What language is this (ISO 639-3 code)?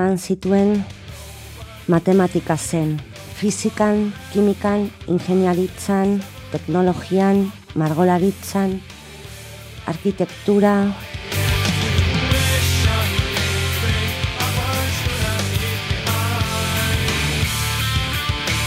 eus